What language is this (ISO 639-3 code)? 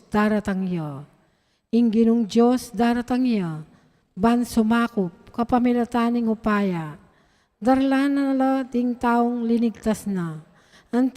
pam